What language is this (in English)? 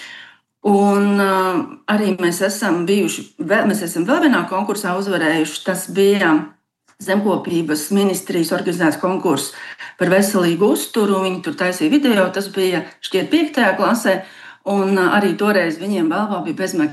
Latvian